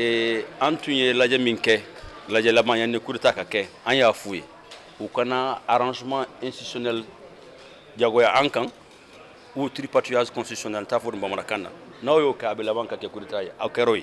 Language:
Bambara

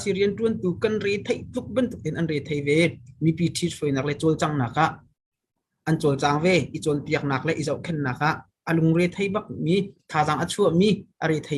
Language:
Hakha Chin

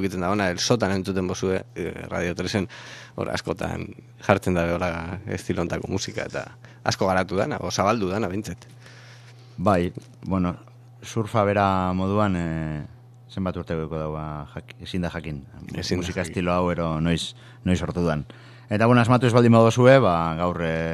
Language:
Basque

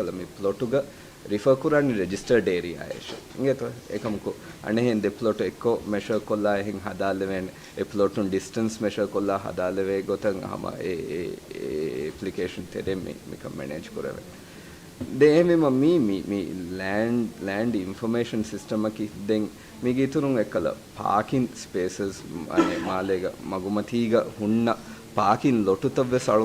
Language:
Divehi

